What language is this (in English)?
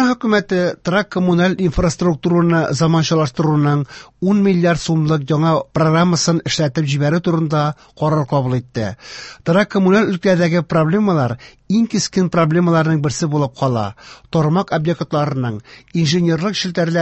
Tatar